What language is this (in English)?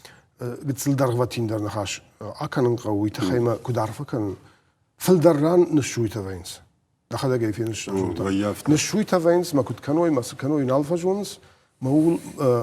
Ossetic